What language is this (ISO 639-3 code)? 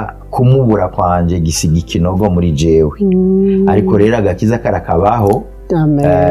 run